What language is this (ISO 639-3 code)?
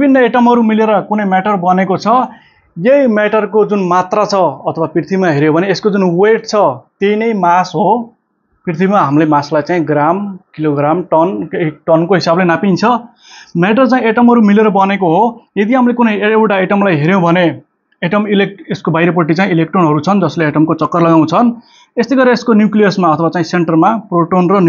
nep